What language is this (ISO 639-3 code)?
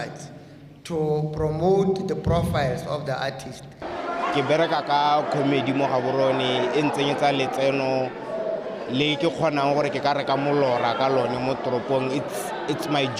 tsn